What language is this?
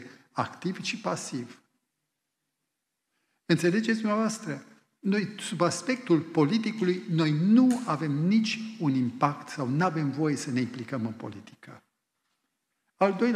Romanian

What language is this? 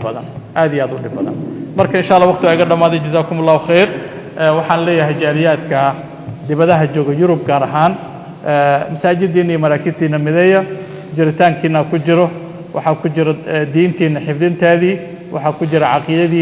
Somali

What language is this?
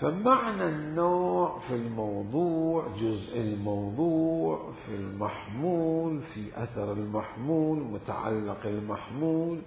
Mesopotamian Arabic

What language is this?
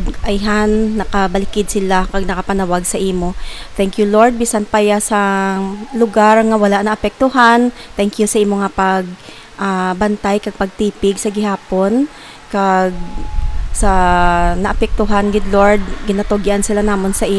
Hiligaynon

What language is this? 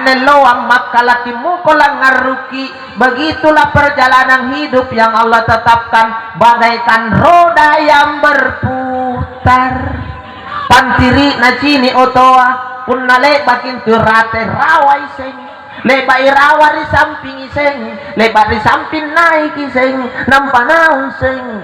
Makasar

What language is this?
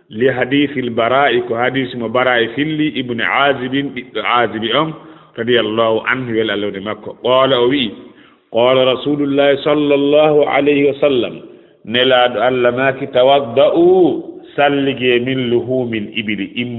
Fula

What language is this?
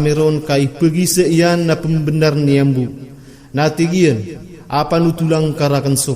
Maranao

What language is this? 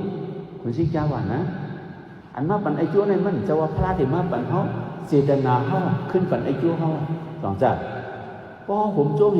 Shan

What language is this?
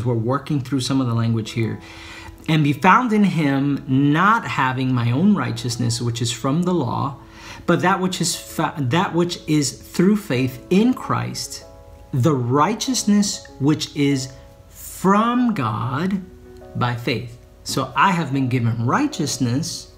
English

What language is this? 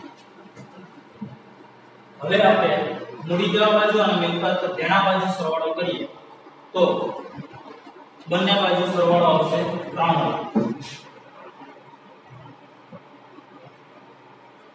Gujarati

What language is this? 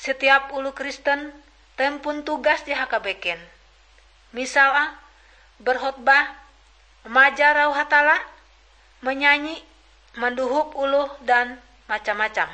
Ngaju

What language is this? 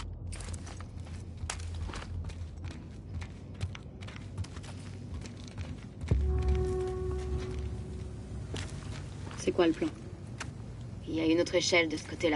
French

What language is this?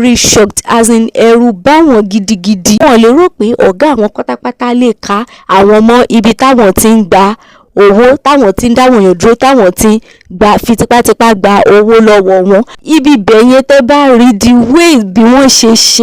Yoruba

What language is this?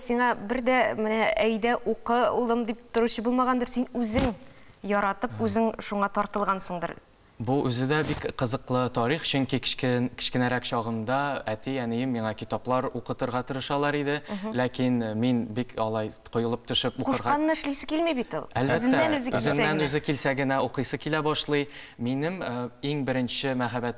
Tatar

